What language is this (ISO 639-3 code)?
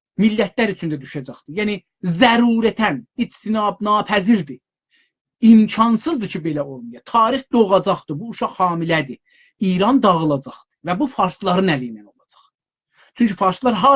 azb